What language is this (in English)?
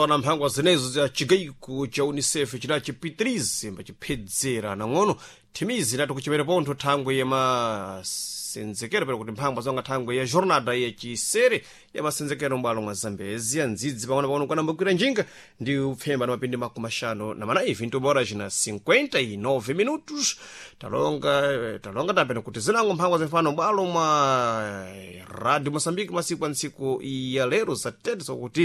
Sena